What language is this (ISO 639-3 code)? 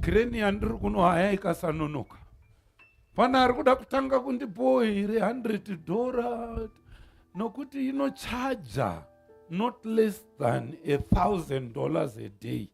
sna